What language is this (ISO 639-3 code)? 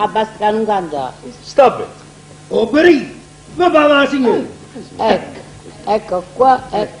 nap